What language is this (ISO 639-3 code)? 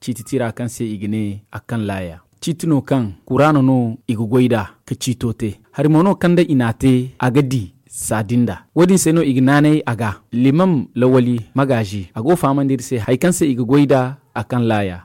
dje